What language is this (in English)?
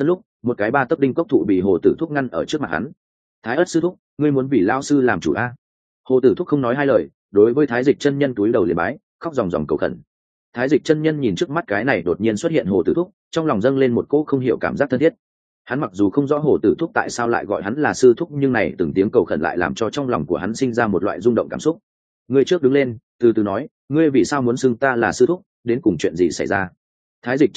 Vietnamese